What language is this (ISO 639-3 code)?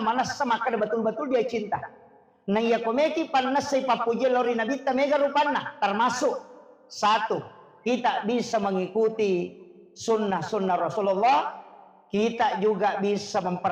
bug